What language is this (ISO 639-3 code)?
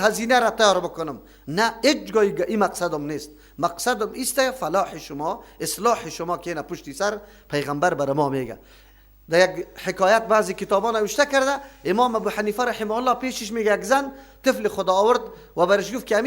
fas